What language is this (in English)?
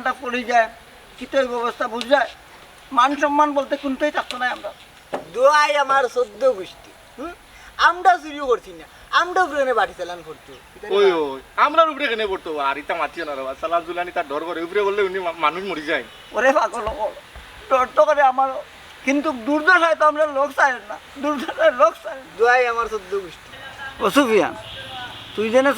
Sylheti